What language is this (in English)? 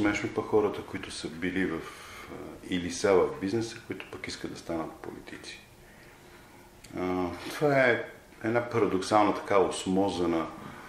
Bulgarian